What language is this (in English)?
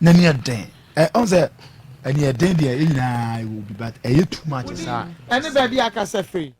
Akan